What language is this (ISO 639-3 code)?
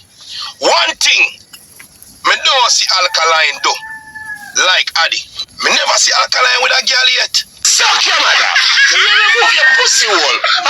jam